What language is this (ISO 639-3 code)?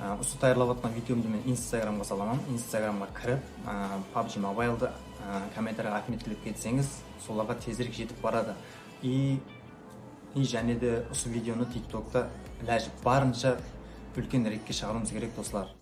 kaa